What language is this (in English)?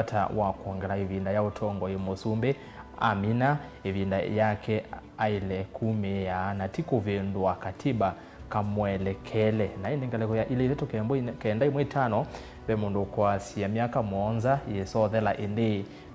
Kamba